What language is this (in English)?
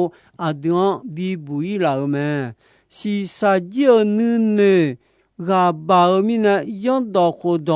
Akha